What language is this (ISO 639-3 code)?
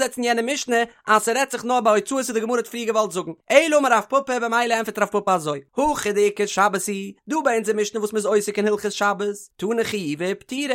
yid